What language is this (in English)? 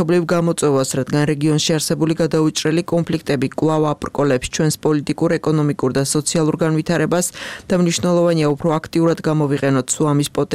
Georgian